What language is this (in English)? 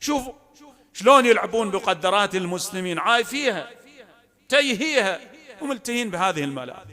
Mesopotamian Arabic